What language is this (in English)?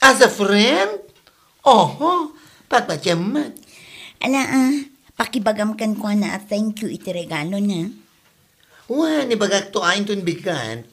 Iloko